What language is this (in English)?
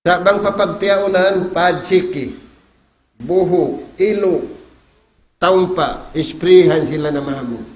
Tausug